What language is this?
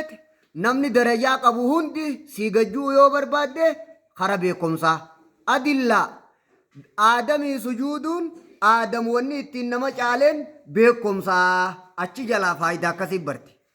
Oromo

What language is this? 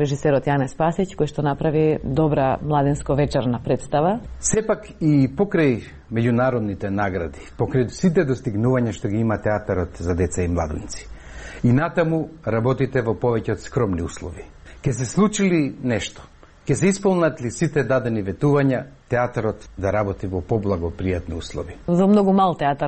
Macedonian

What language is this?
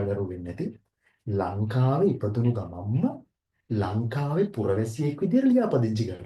Sinhala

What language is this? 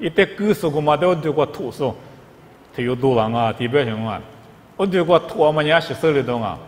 Lisu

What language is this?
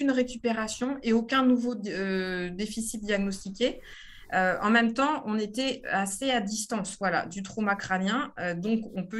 French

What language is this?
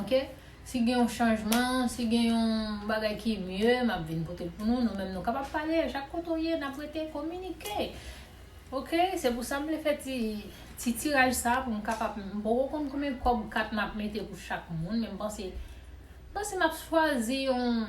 Haitian Creole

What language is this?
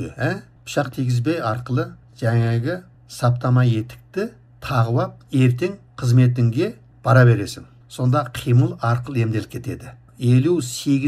Kazakh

